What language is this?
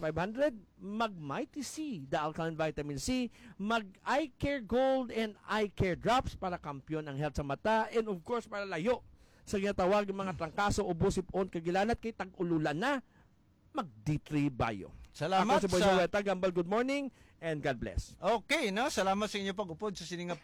Hiligaynon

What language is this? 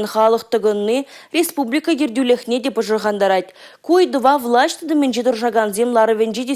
Chuvash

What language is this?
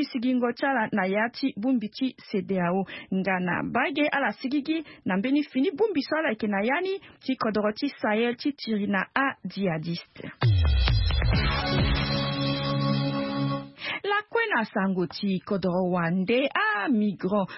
Sango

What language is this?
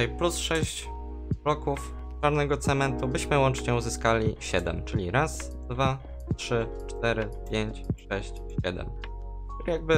Polish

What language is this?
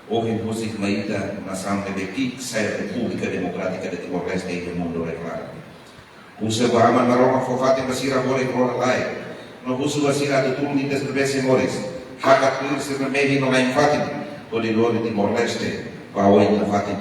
Tetum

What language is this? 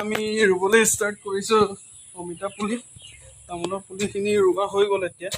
Assamese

